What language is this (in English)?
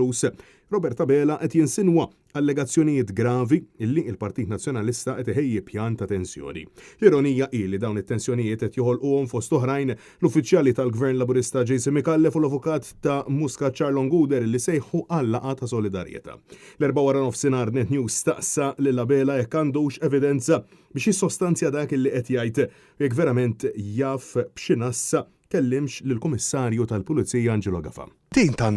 Maltese